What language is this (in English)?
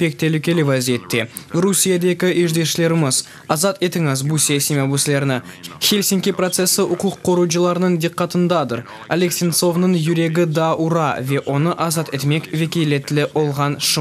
Crimean Tatar